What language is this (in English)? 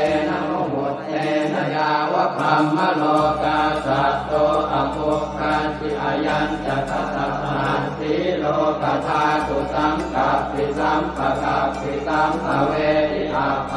Pali